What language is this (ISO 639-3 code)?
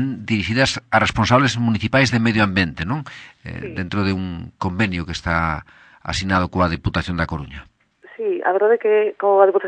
glg